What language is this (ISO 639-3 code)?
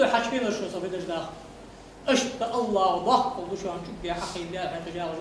inh